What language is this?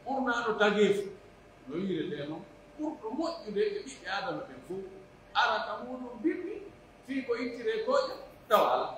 Pular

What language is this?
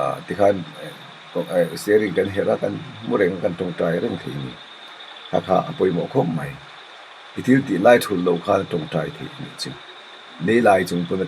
Mizo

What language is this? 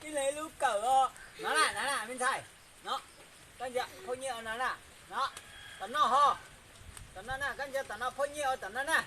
Hmong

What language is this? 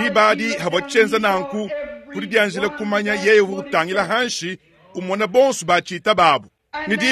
Luba-Lulua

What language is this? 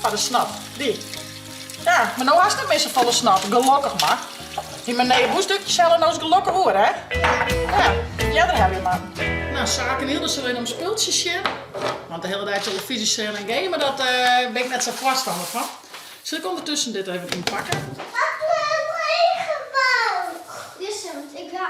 Western Frisian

